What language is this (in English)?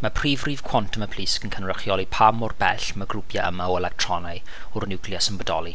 Welsh